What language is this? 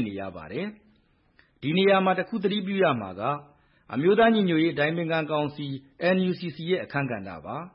Burmese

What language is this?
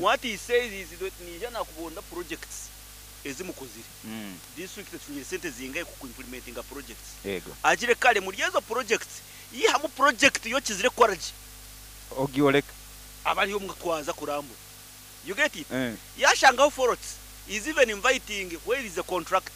Nyankole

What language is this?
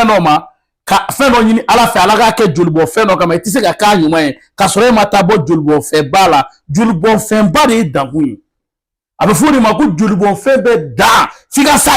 Bambara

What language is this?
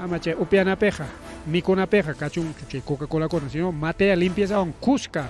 Ayacucho Quechua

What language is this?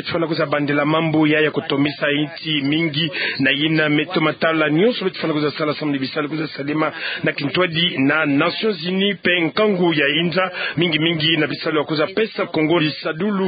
Kituba (Democratic Republic of Congo)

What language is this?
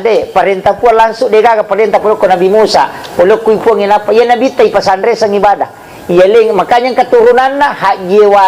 Buginese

